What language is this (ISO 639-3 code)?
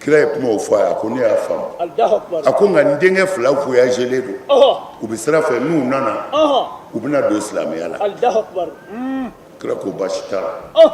bam